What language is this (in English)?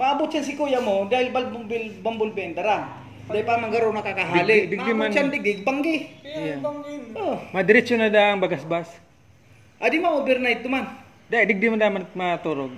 Bikol